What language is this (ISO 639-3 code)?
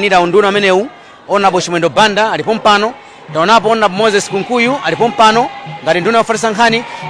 nya